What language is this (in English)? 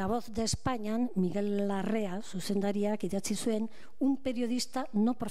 Basque